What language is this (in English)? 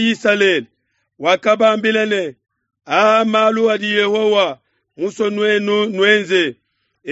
Luba-Lulua